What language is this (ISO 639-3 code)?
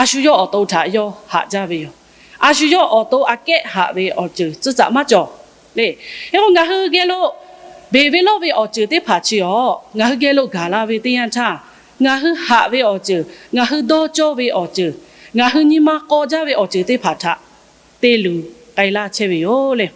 lhu